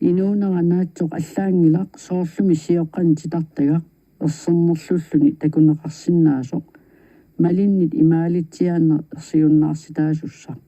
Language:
Kalaallisut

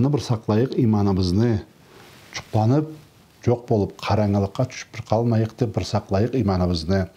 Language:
Karachay-Balkar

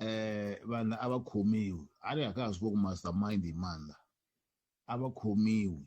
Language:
Tsonga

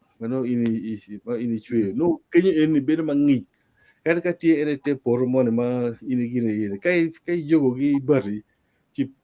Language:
Acoli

